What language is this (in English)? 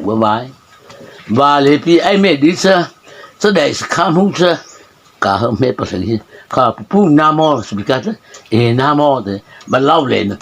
Mara Chin